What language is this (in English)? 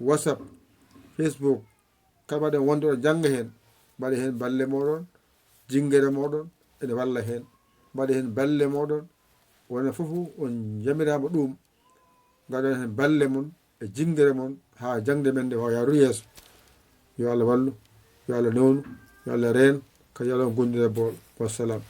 Fula